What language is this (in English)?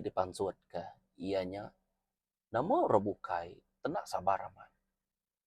Iban